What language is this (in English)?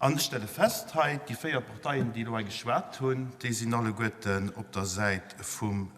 Luxembourgish